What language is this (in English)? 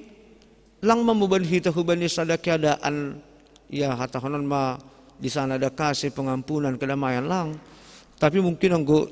Batak Simalungun